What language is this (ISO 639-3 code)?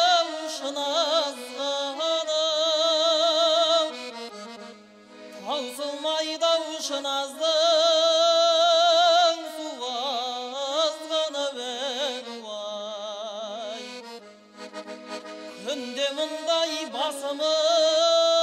kaz